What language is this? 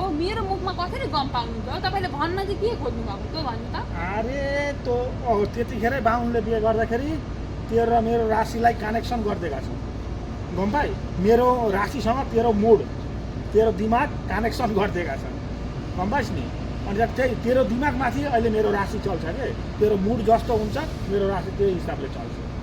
Nepali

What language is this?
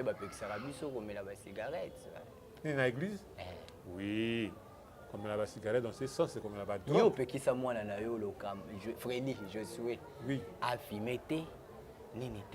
Lingala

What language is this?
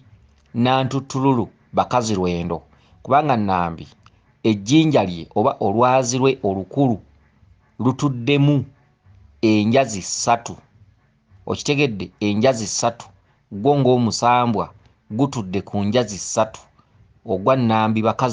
Ganda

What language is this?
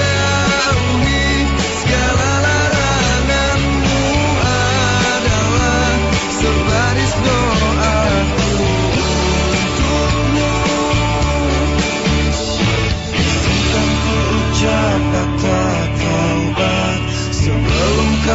Indonesian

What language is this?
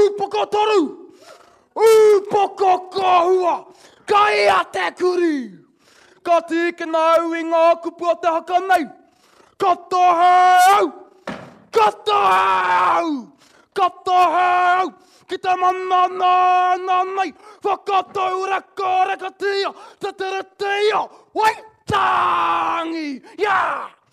Māori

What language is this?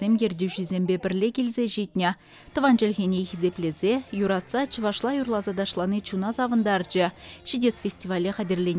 Chuvash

